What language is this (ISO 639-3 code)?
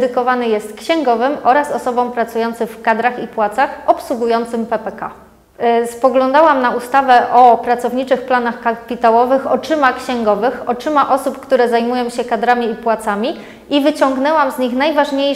pol